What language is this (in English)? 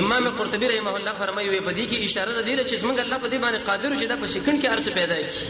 Pashto